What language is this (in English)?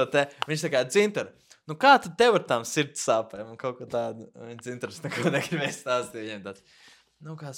Latvian